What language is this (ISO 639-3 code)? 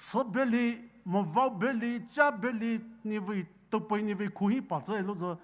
pmx